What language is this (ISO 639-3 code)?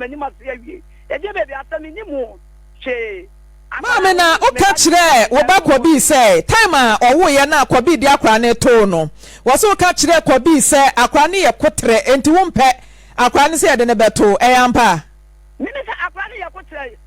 aka